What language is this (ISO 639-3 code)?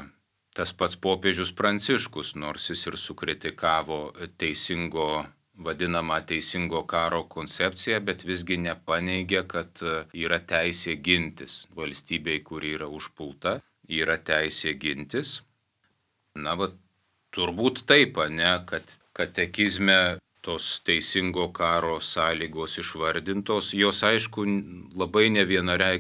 lit